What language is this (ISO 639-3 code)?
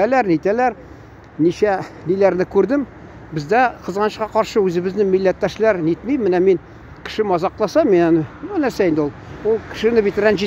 tat